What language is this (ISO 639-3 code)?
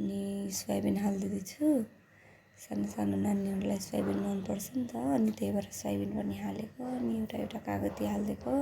nep